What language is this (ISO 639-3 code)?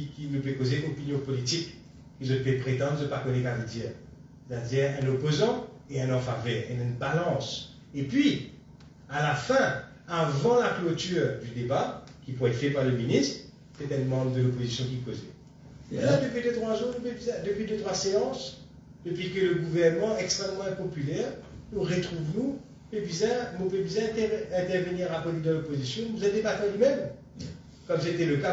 mfe